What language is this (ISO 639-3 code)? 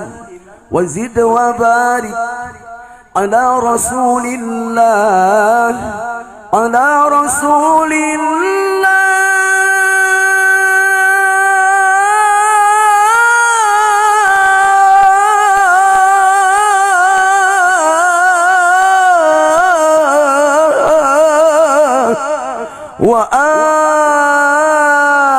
ara